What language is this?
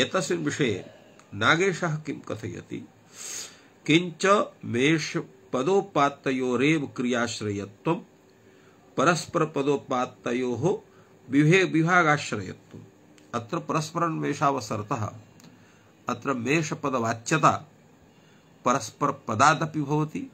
Sanskrit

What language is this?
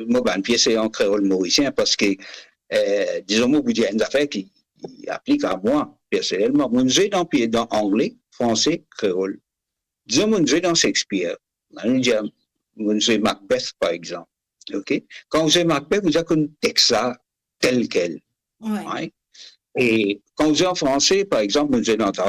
Morisyen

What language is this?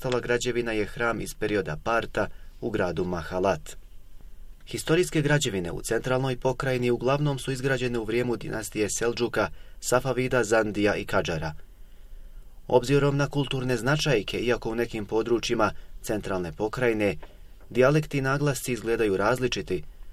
Bosnian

